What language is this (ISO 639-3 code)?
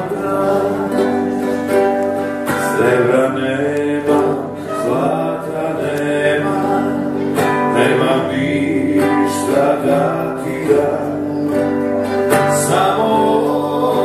hrv